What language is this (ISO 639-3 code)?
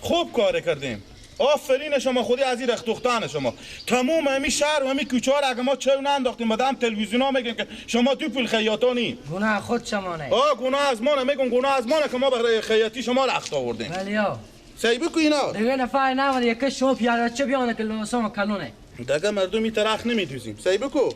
fas